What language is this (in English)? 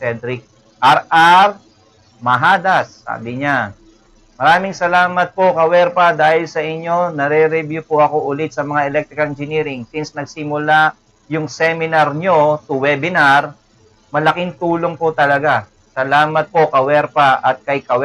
Filipino